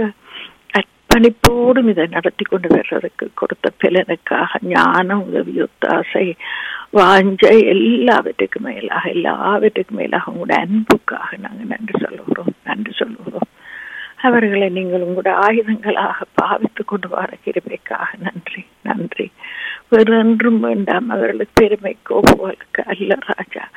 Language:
Tamil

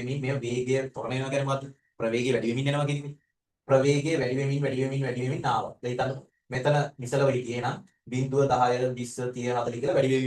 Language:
Sinhala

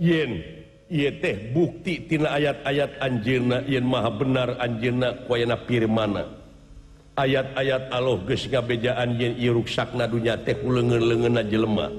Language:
Sundanese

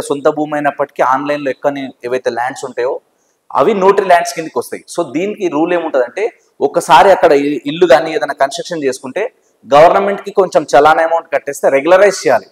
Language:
Telugu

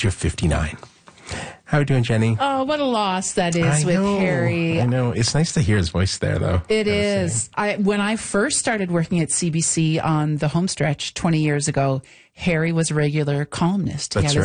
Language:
English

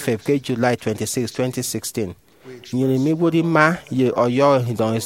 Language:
Efik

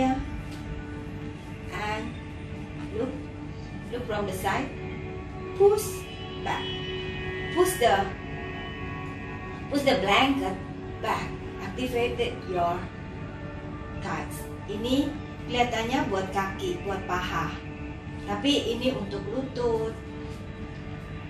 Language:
Indonesian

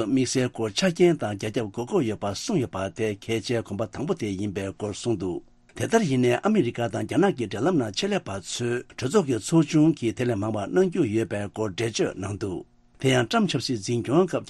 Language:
Tibetan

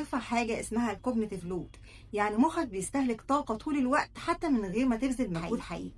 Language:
Egyptian Arabic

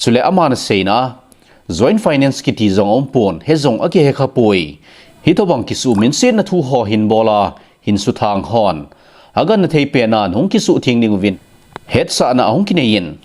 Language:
Thado Chin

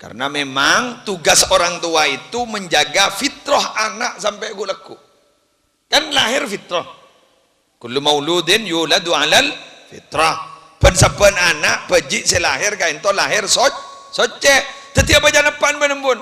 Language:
Madurese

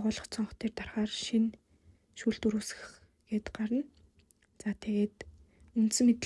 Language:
Mongolian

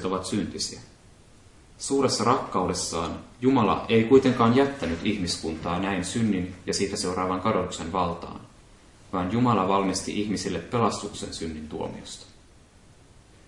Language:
Finnish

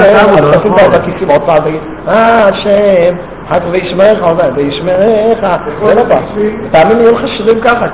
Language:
Hebrew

